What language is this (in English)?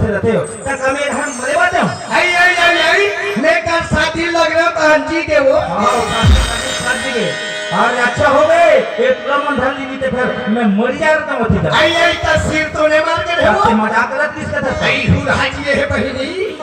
Chhattisgarhi